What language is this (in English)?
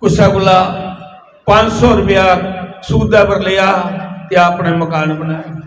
Dogri